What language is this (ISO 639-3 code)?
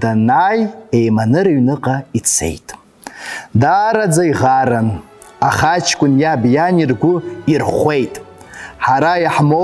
abk